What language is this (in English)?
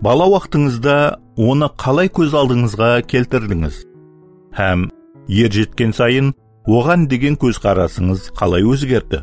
Kara-Kalpak